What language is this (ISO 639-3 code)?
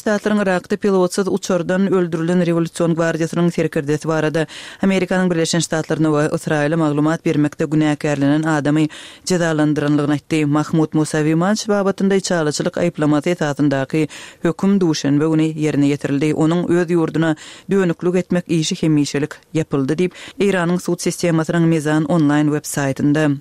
tuk